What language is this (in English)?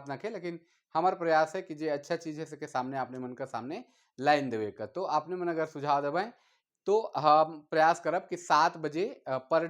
Sadri